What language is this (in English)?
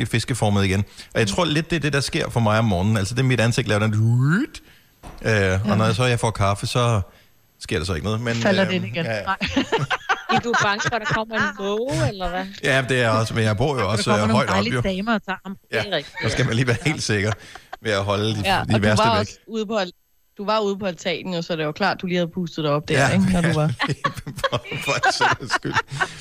Danish